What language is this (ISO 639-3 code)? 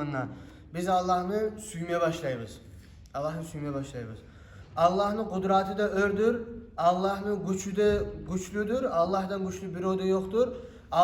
kum